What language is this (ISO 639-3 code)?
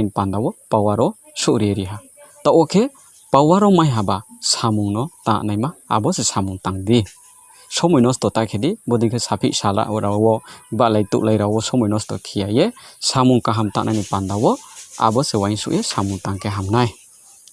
ria